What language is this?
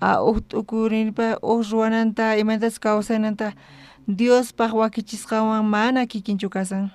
South Bolivian Quechua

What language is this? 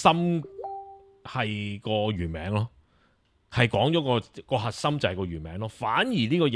Cantonese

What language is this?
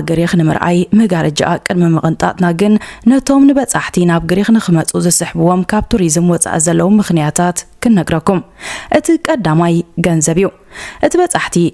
Tigrinya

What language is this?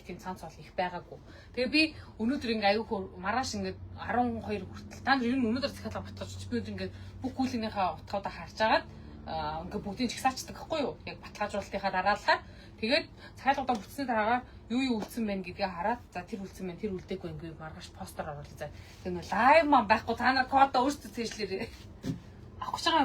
Mongolian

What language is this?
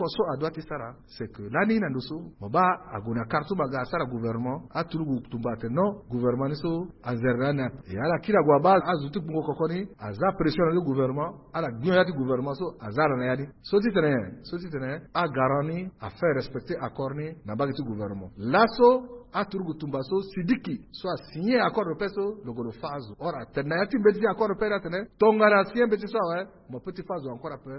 Sango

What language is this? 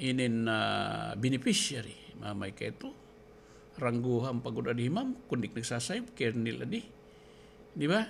Waray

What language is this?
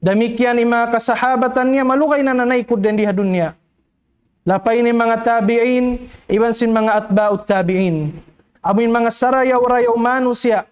Tausug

